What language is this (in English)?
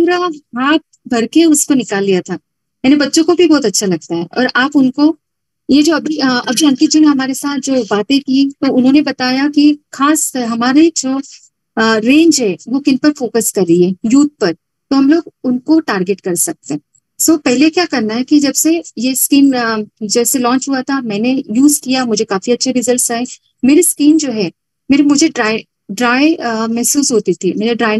Hindi